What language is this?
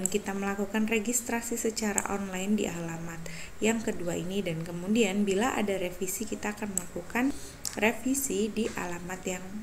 Indonesian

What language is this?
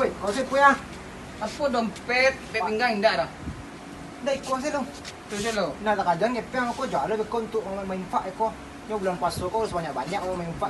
Minangkabau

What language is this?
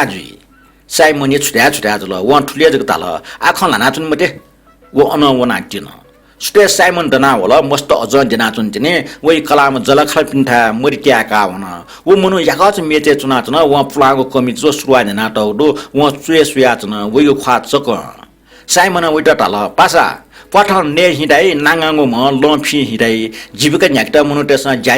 Newari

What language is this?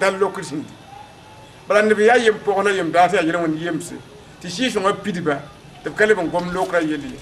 Mossi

